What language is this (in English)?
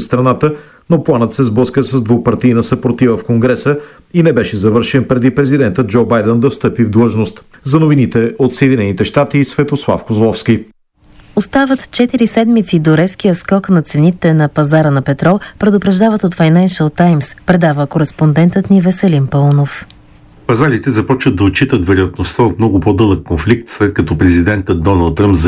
Bulgarian